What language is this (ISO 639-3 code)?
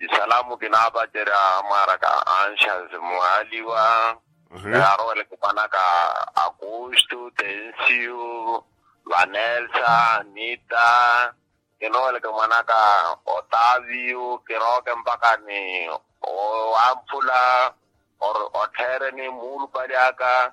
vmw